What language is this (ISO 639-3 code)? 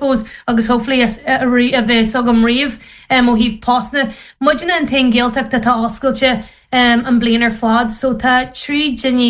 gle